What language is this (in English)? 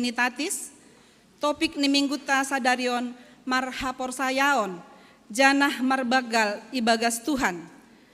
Batak Simalungun